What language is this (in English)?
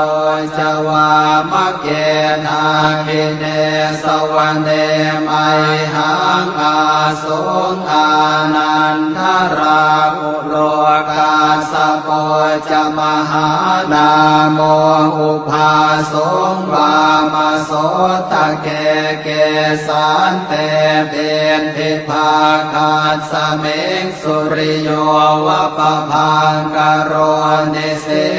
Pali